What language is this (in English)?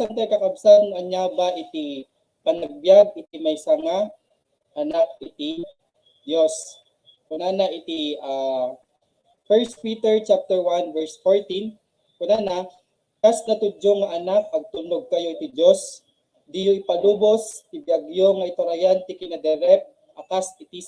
Iloko